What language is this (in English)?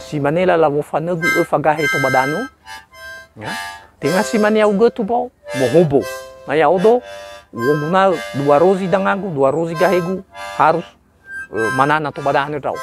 Nias